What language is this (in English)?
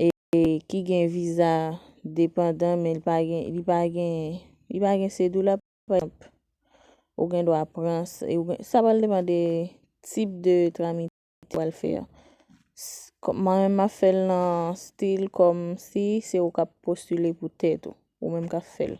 Haitian Creole